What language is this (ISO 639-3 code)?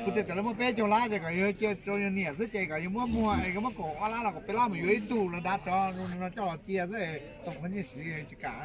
hmn